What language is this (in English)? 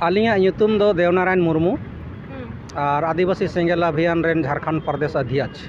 Santali